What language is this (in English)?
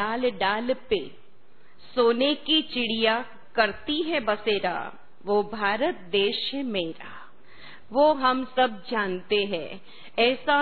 Hindi